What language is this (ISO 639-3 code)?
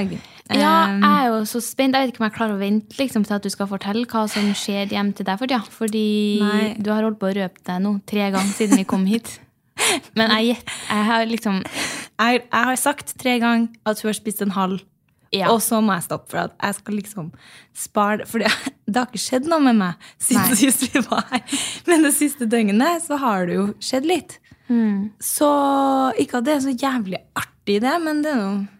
nor